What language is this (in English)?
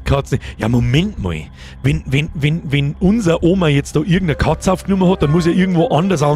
Bavarian